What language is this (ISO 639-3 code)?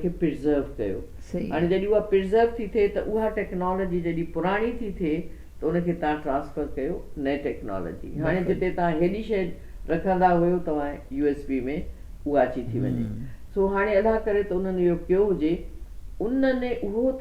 snd